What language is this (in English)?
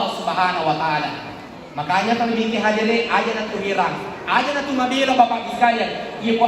Buginese